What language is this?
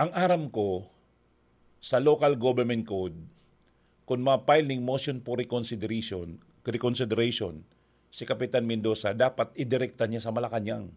Bikol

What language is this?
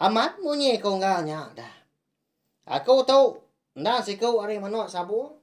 Iban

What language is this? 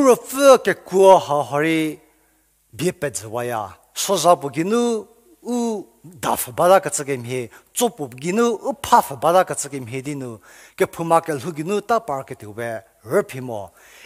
Angami Naga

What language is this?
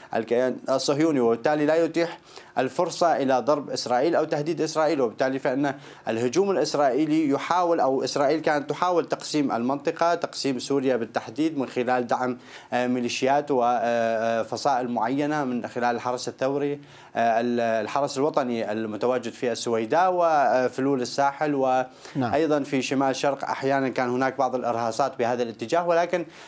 Arabic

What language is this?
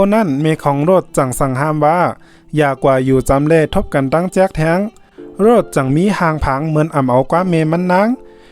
Shan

